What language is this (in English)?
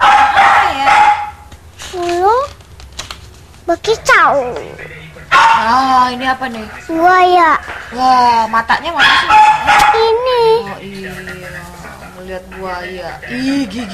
Indonesian